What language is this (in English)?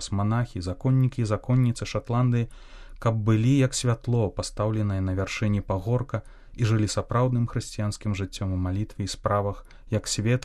Belarusian